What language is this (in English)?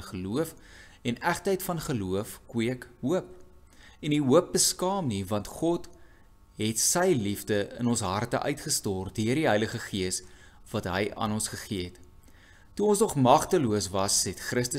Afrikaans